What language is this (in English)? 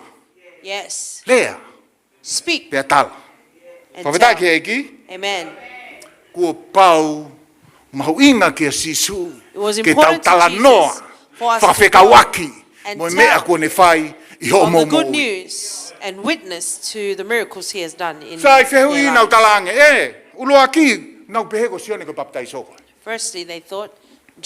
Tongan